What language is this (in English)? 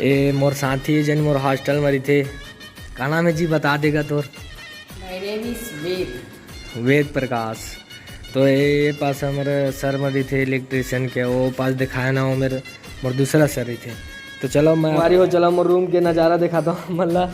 Chhattisgarhi